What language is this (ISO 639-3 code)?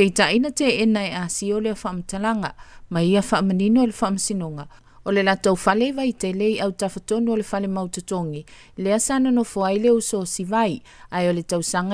smo